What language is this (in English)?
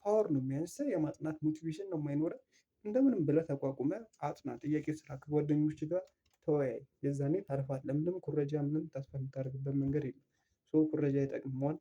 Amharic